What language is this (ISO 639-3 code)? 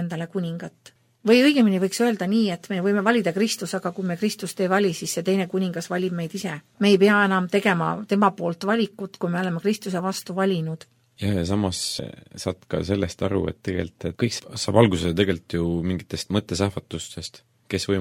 est